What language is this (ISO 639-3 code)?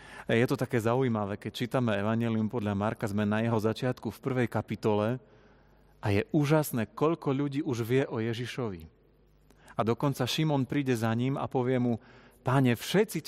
slk